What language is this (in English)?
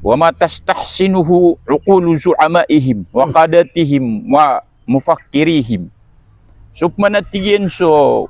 Maranao